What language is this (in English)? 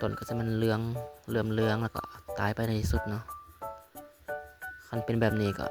Lao